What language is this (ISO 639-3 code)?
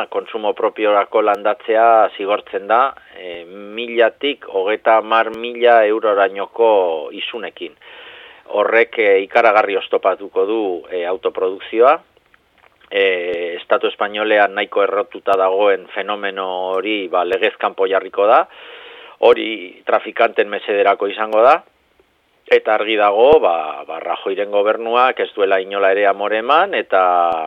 eus